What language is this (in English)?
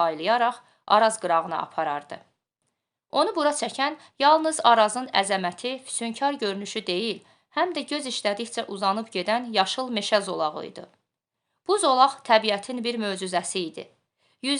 Azerbaijani